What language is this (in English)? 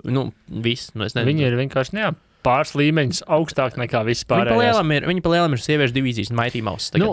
Latvian